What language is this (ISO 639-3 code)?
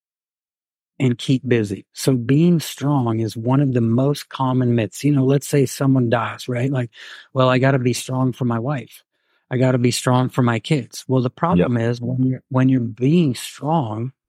eng